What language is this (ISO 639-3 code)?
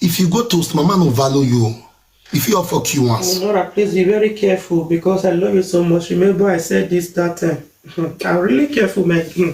pcm